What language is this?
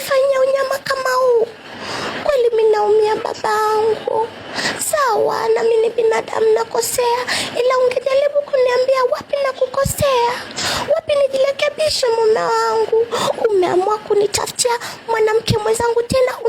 Swahili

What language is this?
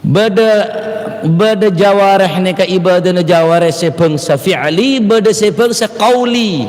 Madurese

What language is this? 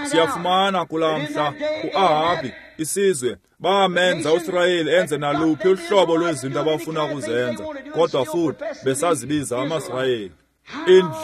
Xhosa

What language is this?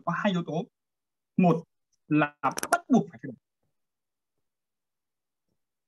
Vietnamese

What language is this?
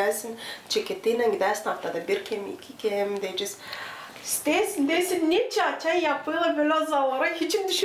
Gagauz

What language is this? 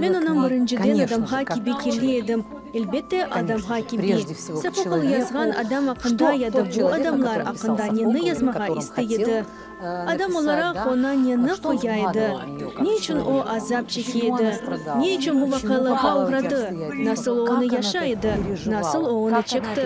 Crimean Tatar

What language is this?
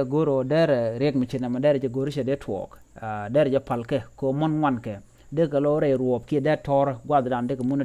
Nuer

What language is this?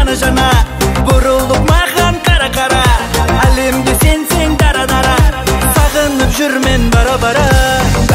Kazakh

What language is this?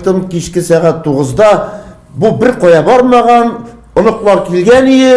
Tatar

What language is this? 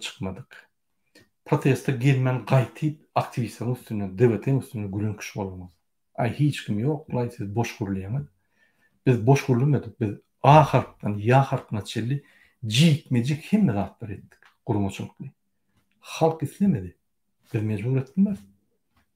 Turkmen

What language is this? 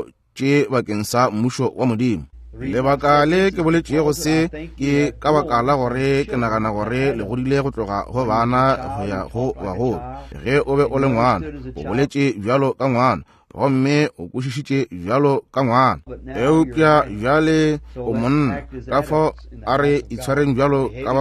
Northern Sotho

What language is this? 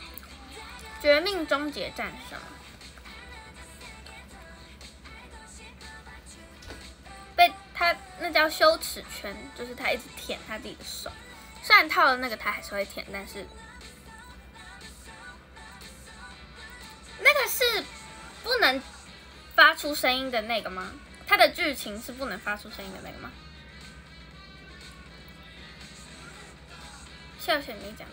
Chinese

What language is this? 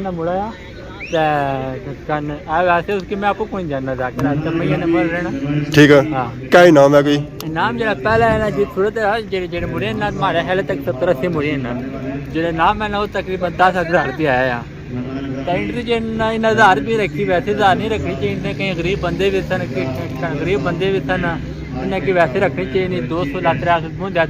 Pahari-Potwari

